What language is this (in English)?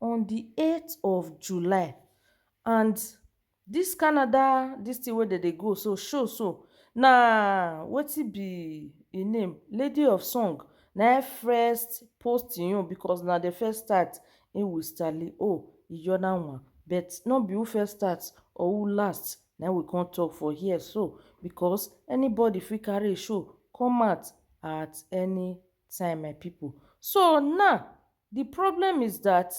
Nigerian Pidgin